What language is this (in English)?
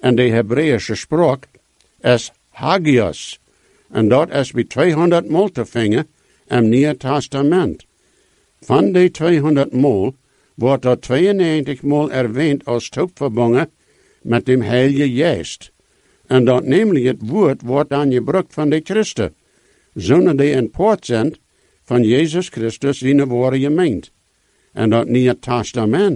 Dutch